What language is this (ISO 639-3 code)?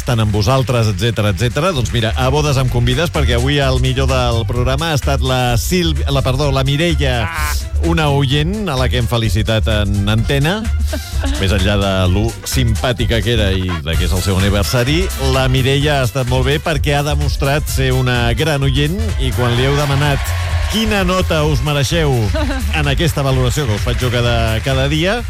cat